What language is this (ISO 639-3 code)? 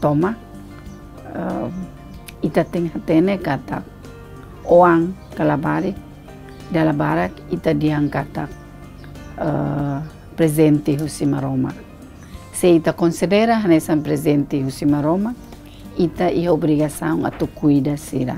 tet